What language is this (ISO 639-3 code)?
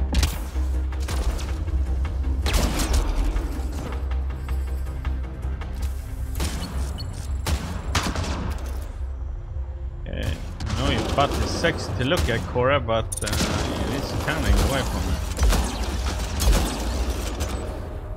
eng